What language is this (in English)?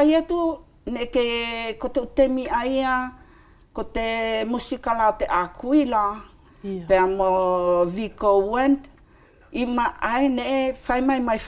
Wallisian